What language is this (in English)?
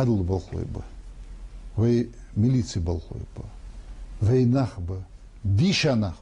Ingush